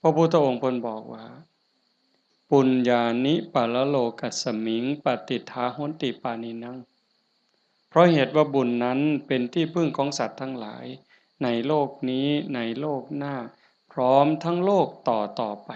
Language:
Lao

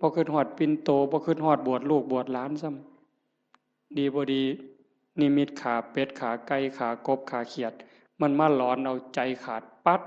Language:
Northeastern Thai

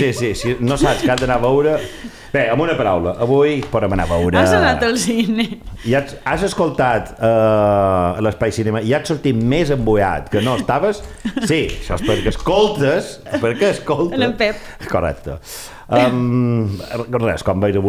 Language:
Catalan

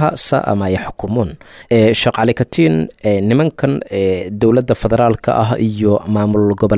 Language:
Somali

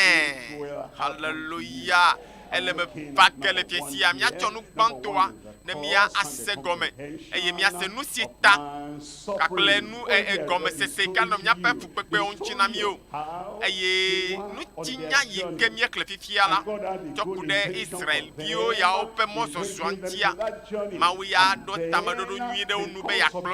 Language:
Ewe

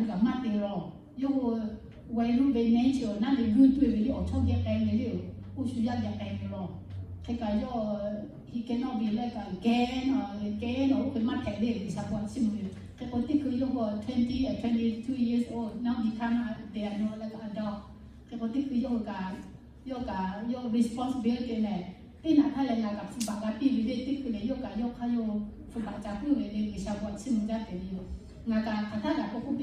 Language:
Lahu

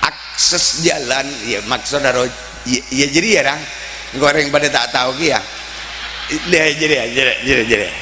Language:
Madurese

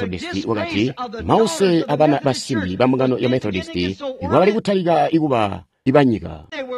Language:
Tonga (Zambia)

